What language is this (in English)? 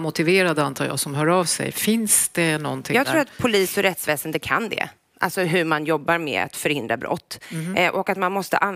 Swedish